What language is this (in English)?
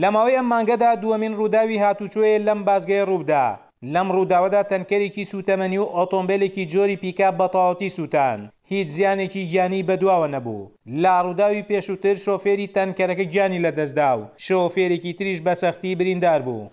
Central Kurdish